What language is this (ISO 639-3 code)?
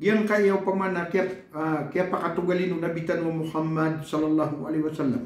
mrw